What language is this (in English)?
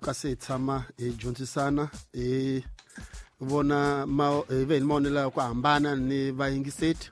Tsonga